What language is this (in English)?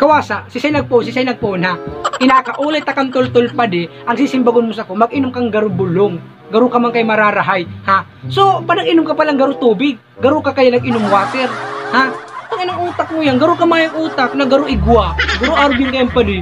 Bikol